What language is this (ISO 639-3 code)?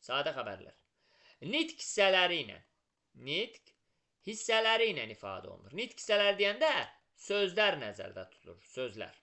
aze